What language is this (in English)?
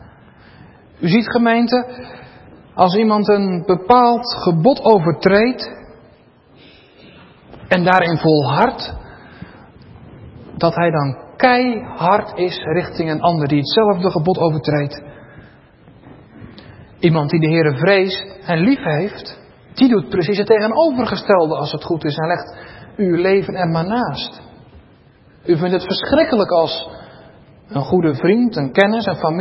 Dutch